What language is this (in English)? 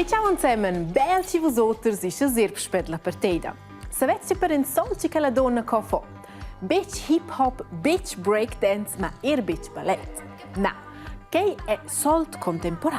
Romansh